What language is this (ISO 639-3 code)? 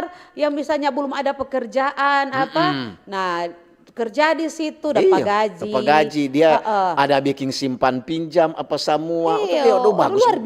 xmm